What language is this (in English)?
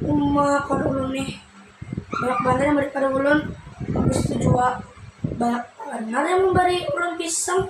Banjar